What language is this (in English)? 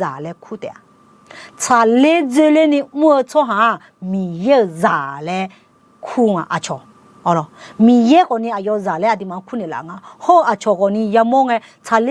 Akha